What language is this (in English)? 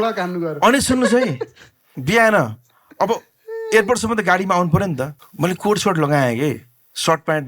Nepali